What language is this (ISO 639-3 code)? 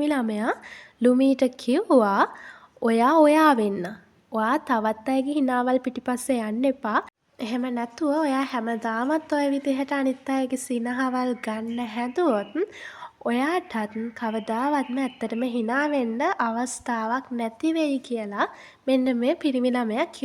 sin